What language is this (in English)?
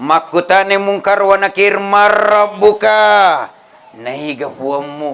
Buginese